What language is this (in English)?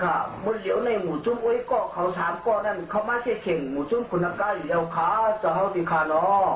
Shan